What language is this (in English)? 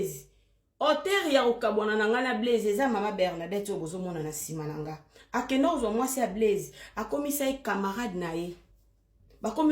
Lingala